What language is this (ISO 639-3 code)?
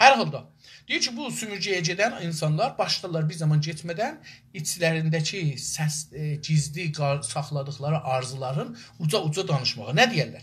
azb